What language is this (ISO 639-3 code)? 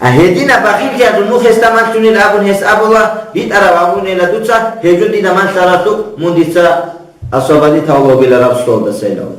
ava